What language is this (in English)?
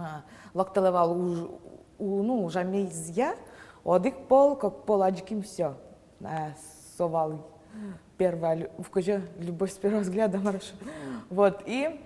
Udmurt